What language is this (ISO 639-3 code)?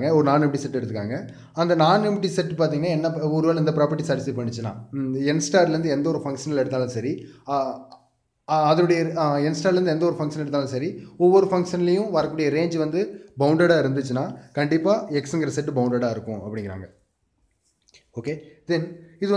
tam